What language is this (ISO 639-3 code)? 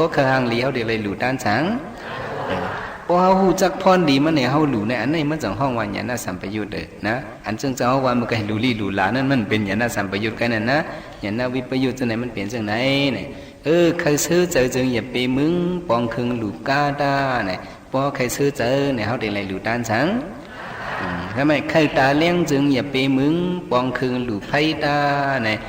shn